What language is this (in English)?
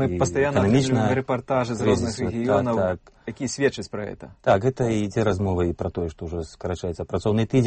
Belarusian